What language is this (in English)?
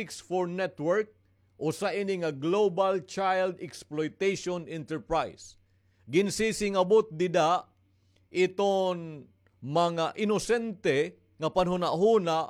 Waray